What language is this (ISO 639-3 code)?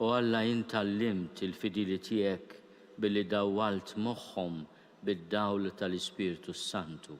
mlt